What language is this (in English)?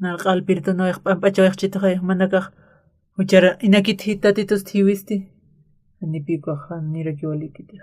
Aymara